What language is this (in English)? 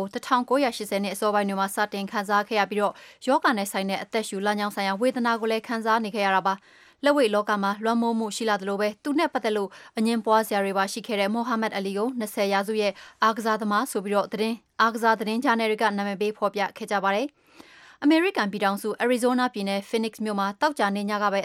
Burmese